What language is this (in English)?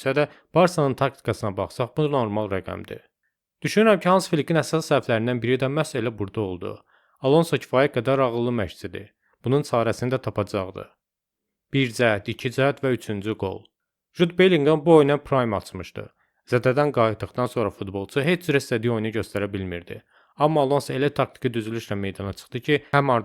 Azerbaijani